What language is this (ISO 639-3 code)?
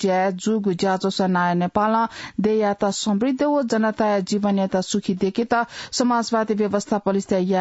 new